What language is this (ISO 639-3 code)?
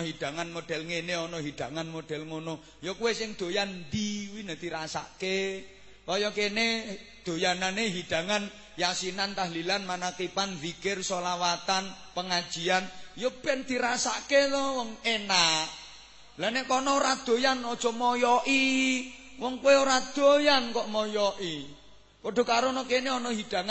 jav